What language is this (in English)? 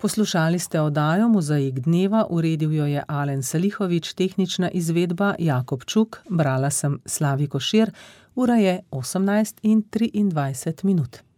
Slovenian